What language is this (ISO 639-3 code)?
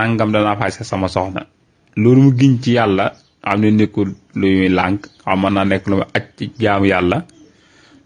wol